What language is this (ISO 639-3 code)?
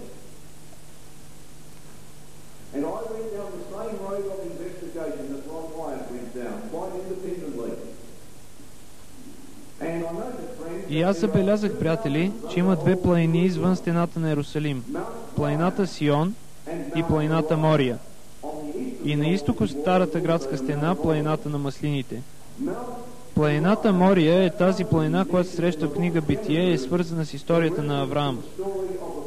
bul